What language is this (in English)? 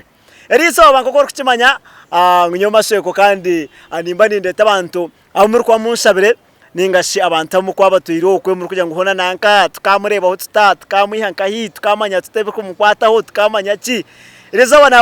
Nyankole